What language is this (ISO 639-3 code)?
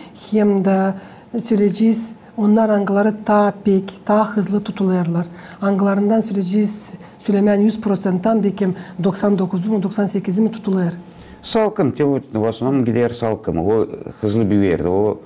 gag